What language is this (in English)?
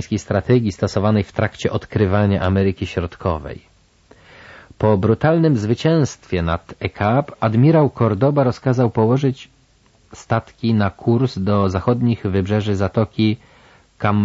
Polish